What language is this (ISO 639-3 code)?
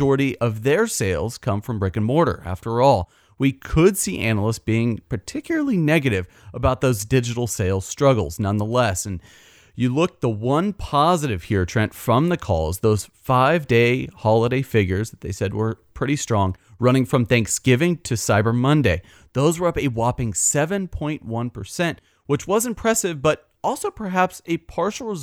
eng